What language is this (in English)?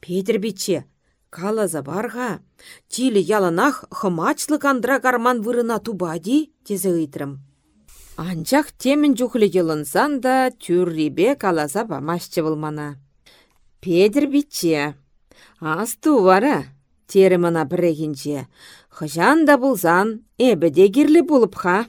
Chuvash